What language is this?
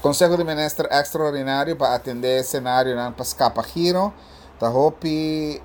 Papiamento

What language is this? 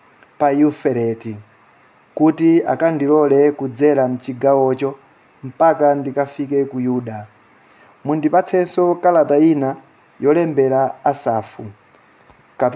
Nyanja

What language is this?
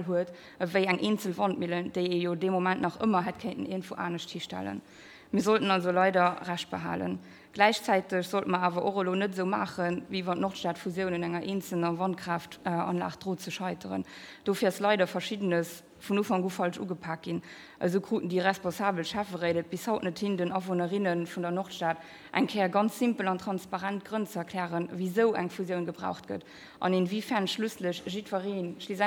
Luxembourgish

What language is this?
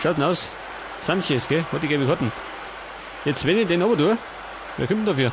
Bavarian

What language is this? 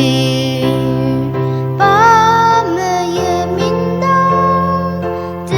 Ao Naga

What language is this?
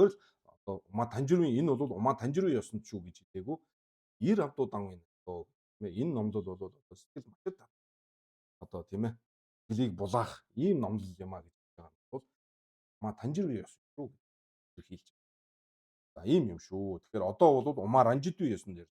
Mongolian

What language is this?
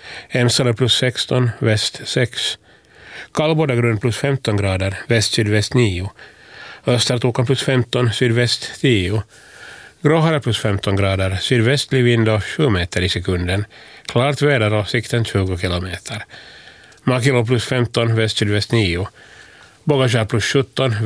Swedish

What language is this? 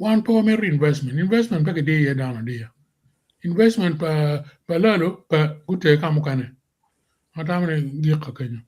Acoli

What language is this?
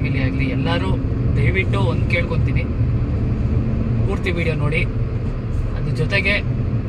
Kannada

